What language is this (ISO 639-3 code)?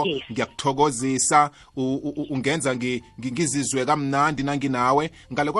nbl